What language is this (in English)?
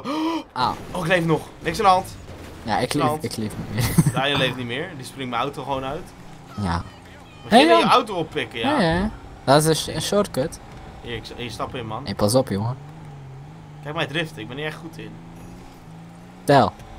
Dutch